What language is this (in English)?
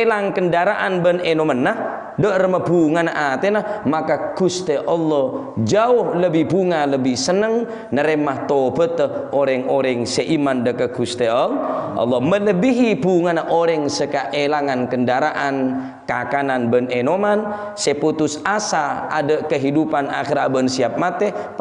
Madurese